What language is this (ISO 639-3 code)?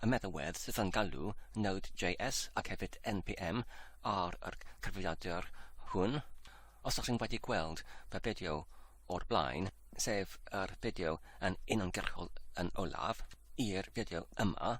cym